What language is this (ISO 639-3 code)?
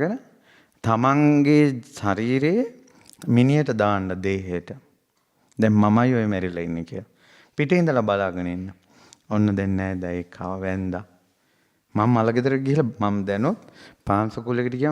sin